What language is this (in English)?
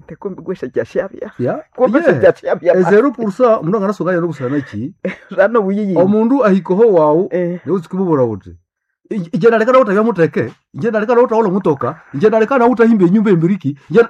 Nande